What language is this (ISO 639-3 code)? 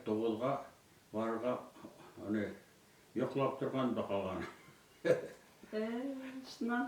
bak